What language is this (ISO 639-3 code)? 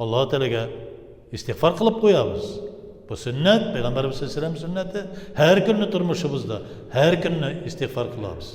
tat